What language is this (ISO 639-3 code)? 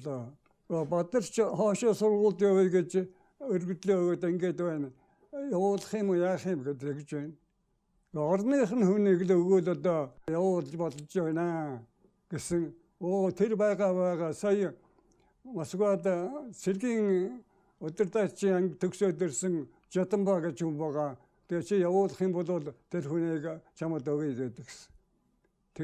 mon